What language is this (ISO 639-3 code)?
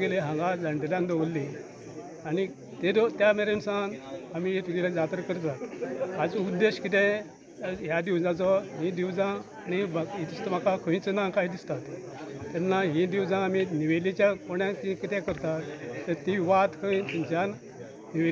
kok